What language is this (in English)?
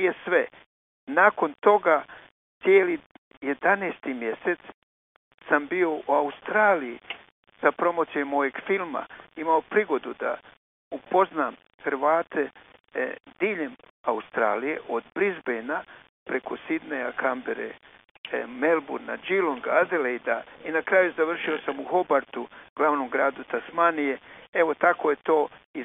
Croatian